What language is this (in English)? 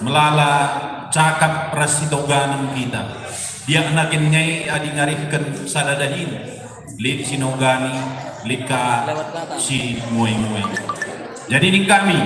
Batak Karo